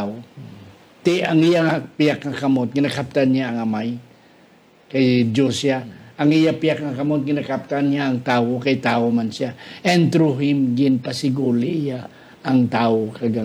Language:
Hiligaynon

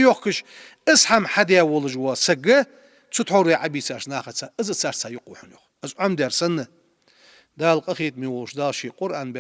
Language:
Ingush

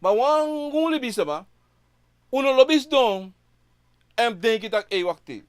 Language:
Sranan Tongo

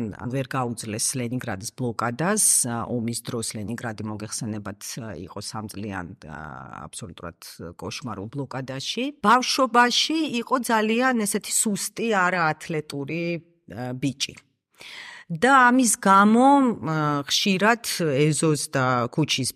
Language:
Georgian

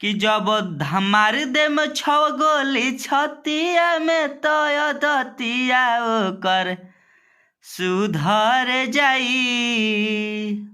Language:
Bhojpuri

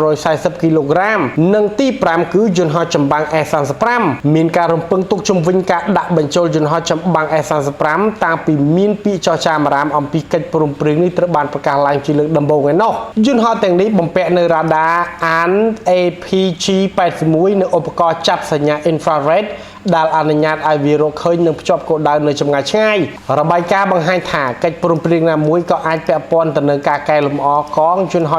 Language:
Khmer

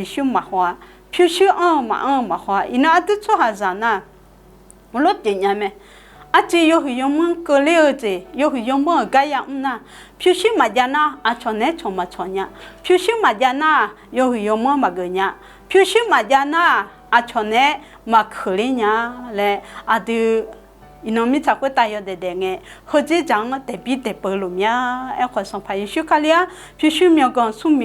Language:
Akha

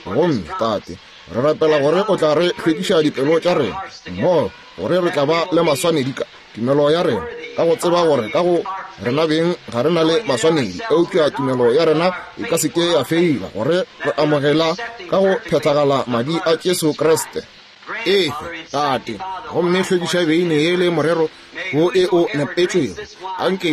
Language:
Northern Sotho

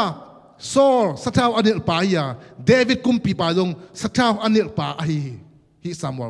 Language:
Tedim Chin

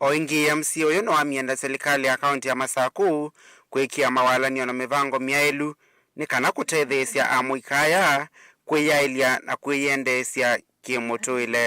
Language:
Kamba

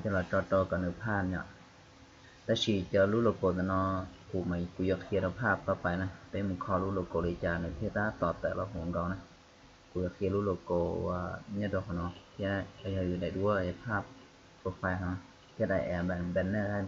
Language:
Hmong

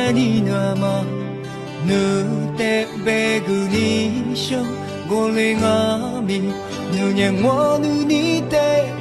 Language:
Lisu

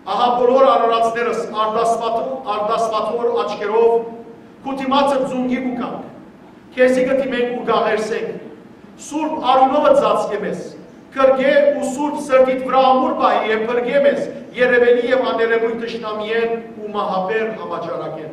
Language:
Western Armenian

